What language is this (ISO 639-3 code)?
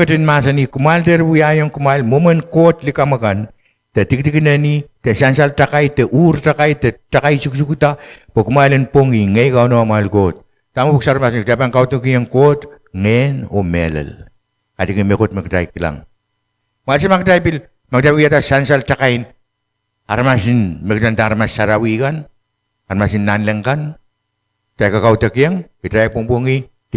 pon